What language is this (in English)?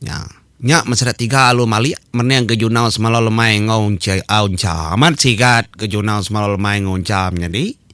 Iban